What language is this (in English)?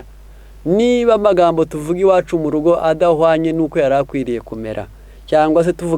Kinyarwanda